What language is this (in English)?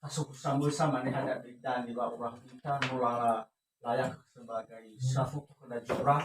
Nias